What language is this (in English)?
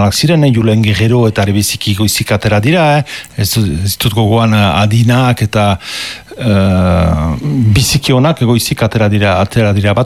Basque